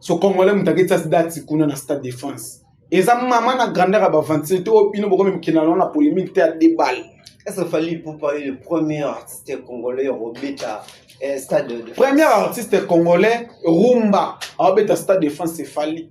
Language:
Lingala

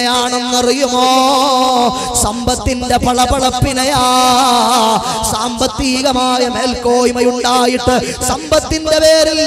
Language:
Malayalam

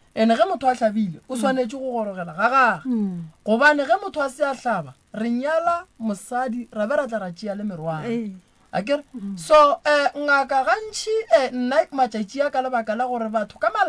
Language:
Northern Sotho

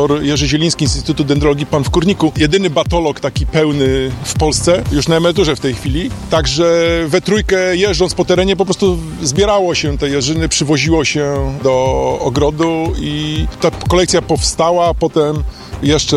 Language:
Polish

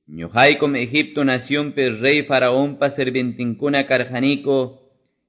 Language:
Quechua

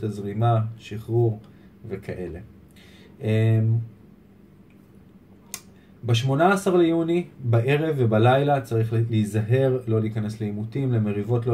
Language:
Hebrew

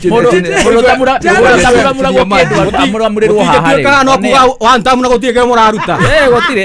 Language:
Kikuyu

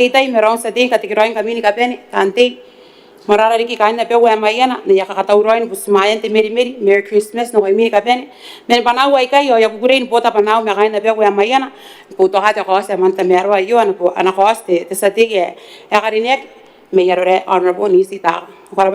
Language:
Gilbertese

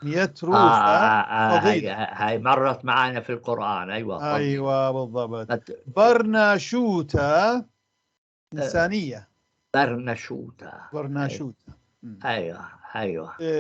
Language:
North Levantine Arabic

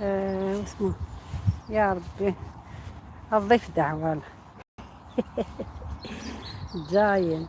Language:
Algerian Arabic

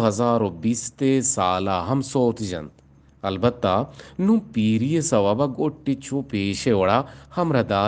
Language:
Eastern Balochi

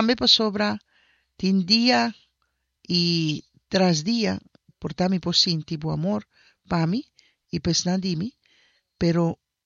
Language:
Papiamento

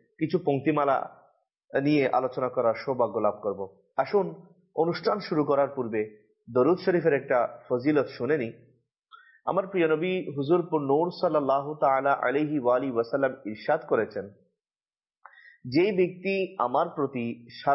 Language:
Bangla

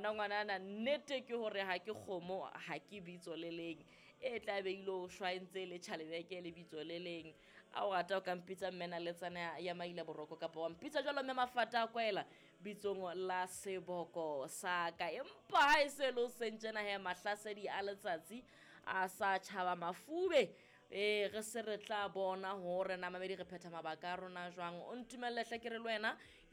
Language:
Southern Sotho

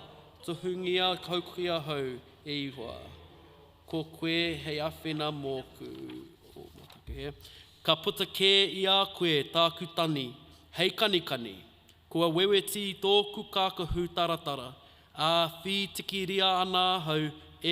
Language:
Māori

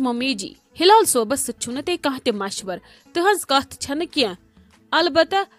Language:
Kashmiri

